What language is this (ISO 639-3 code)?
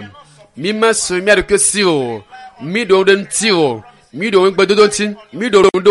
ewe